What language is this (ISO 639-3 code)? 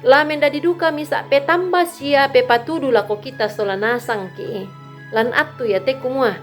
sda